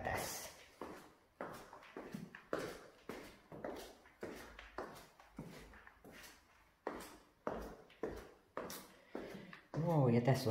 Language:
Finnish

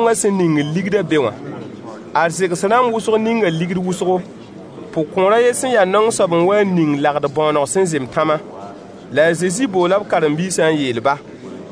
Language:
Mossi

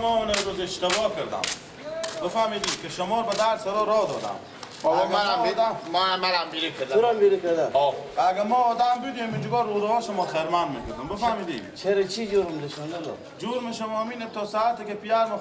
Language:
Persian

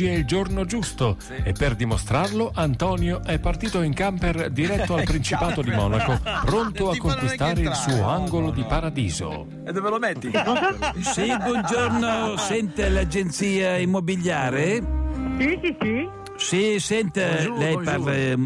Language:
Italian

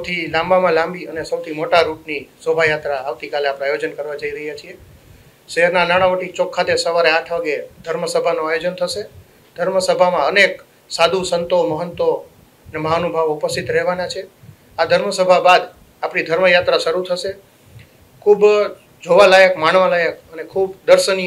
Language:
Gujarati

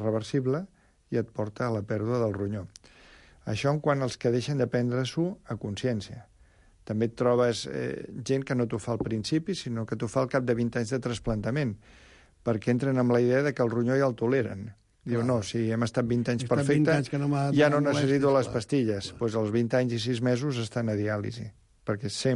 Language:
Catalan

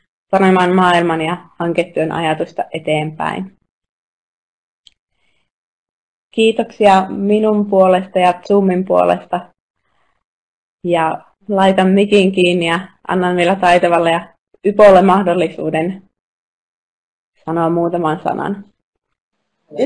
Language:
Finnish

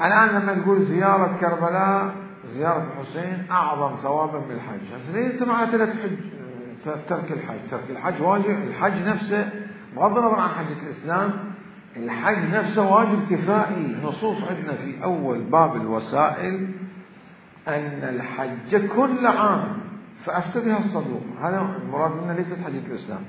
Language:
Mesopotamian Arabic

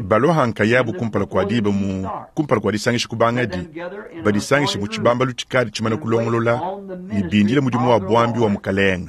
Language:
Luba-Lulua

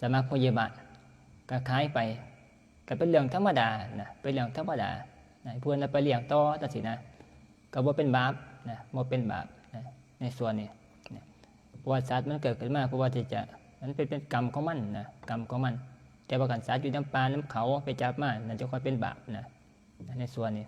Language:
Northeastern Thai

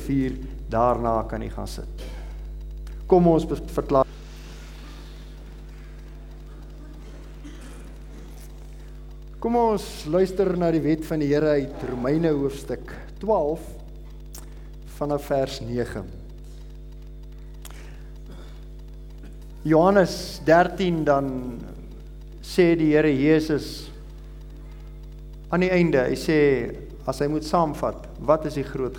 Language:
Afrikaans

